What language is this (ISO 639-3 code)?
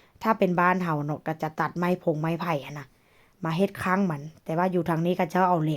lao